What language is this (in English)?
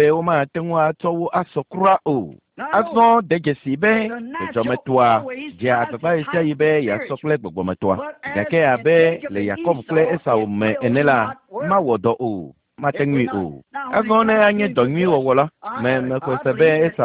Ewe